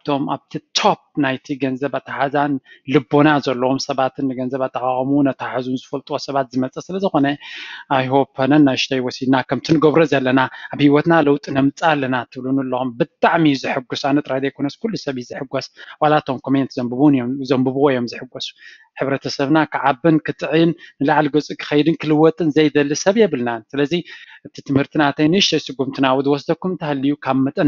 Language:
Tigrinya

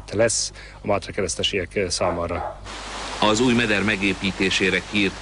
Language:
Hungarian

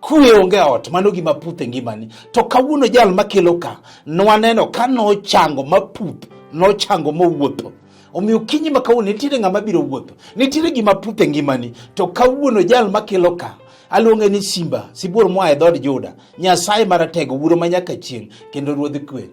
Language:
Luo (Kenya and Tanzania)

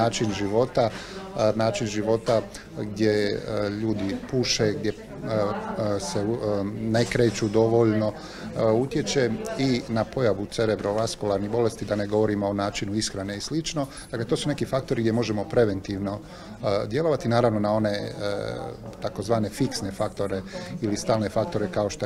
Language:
Croatian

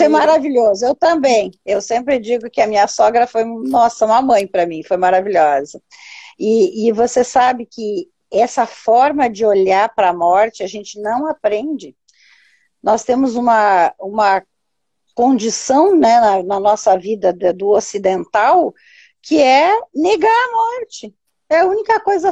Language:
Portuguese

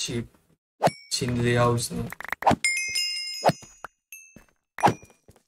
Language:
Hindi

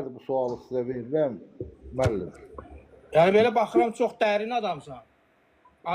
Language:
Azerbaijani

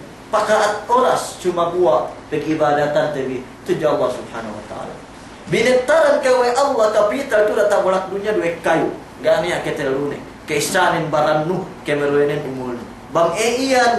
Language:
Yakan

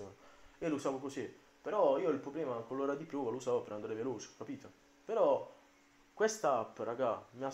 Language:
Italian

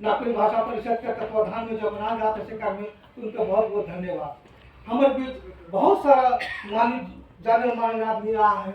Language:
Sadri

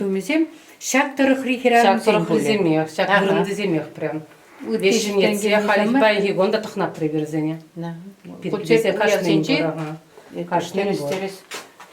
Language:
Chuvash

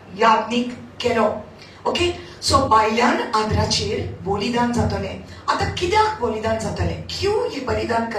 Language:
Konkani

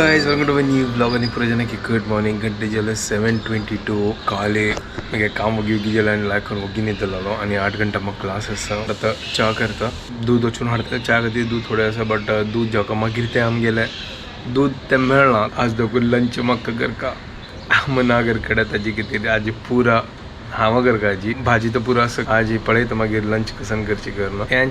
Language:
Konkani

